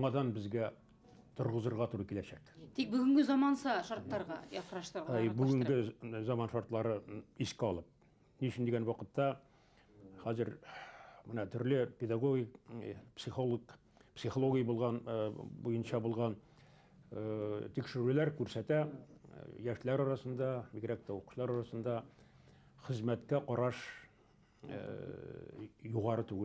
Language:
Bashkir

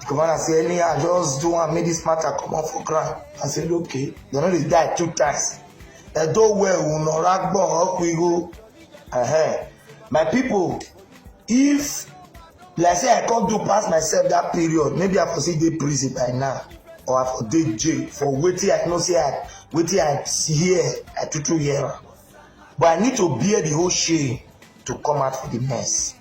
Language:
Nigerian Pidgin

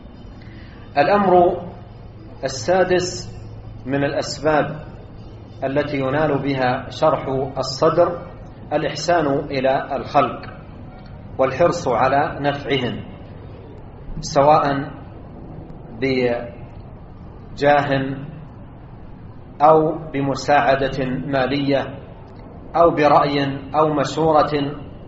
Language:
Arabic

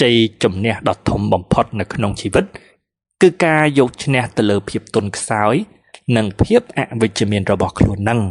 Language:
Khmer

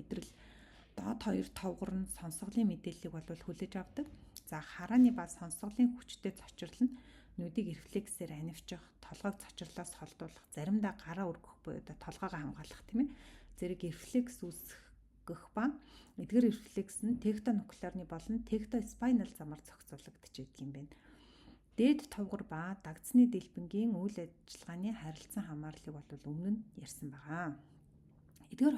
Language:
Mongolian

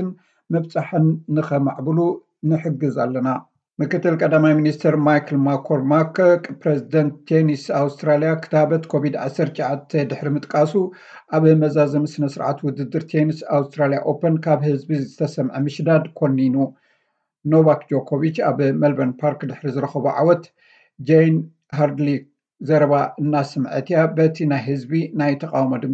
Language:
Tigrinya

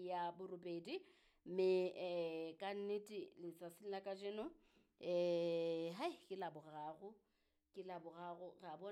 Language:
Southern Sotho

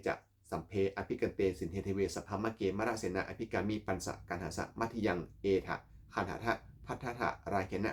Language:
Pali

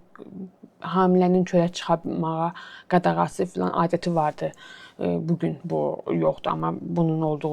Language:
Azerbaijani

